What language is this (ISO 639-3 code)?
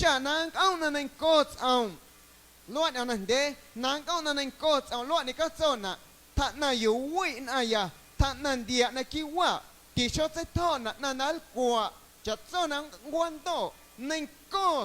amu